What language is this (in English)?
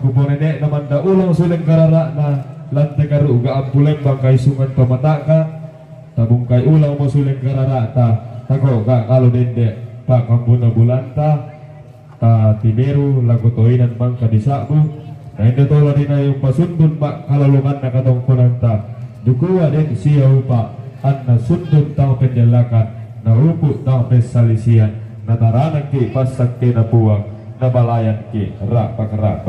Toraja-Sa'dan